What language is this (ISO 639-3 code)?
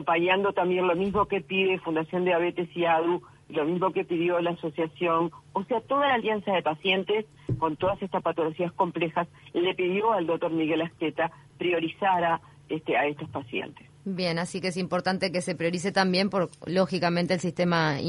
spa